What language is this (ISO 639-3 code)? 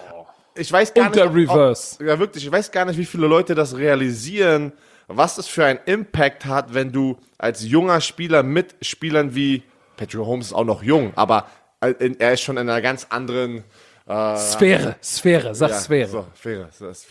deu